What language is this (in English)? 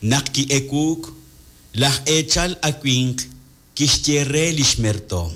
Kekchí